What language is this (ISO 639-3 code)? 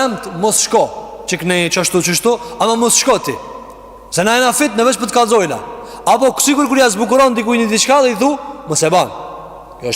sqi